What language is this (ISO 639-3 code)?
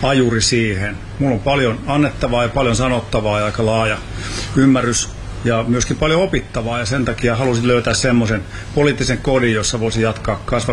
fin